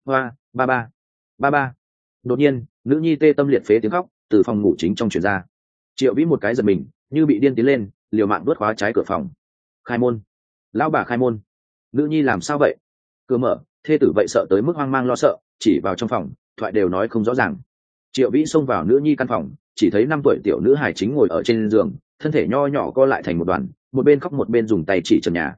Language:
Vietnamese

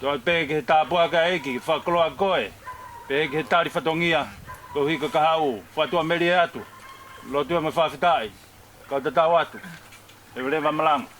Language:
Tongan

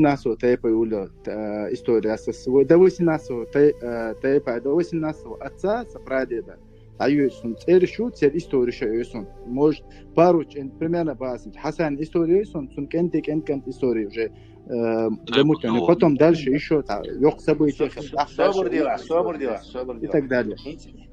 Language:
Chechen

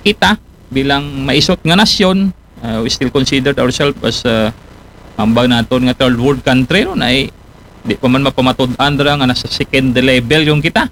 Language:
Aklanon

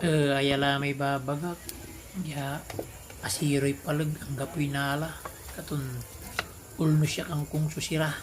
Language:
Pangasinan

